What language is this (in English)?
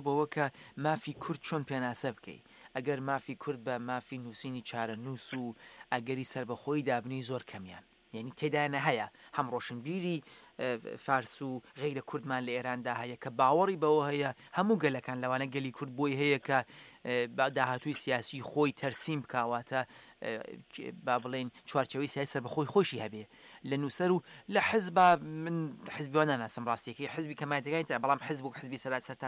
Central Kurdish